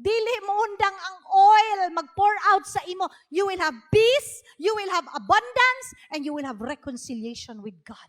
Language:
Cebuano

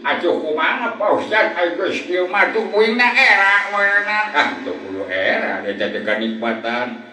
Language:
Sundanese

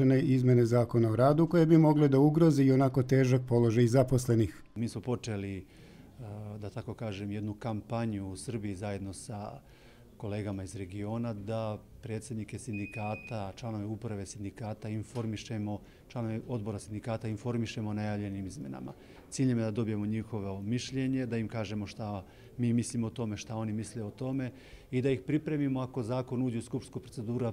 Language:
Serbian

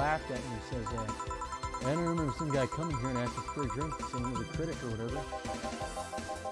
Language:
English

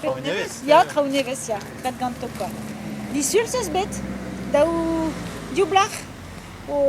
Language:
Breton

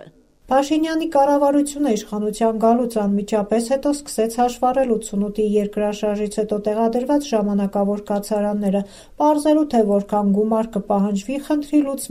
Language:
Armenian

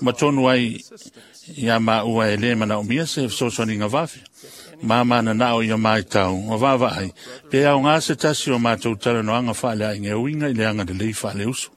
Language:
Samoan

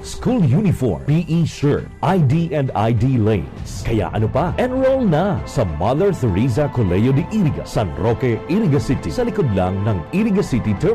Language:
Bikol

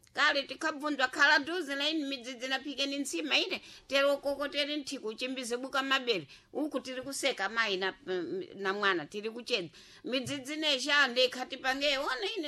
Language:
Sena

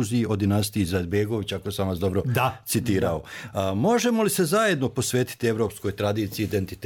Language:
Bosnian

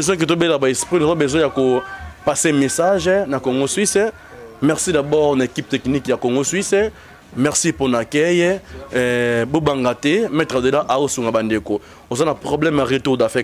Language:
Lingala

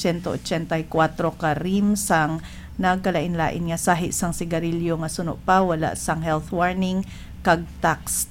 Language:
Hiligaynon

